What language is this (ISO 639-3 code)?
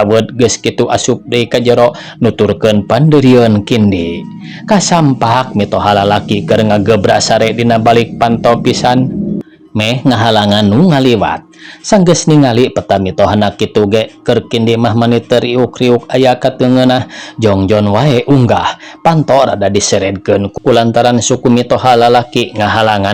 sun